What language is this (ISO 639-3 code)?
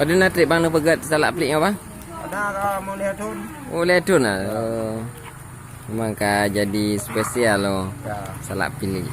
ace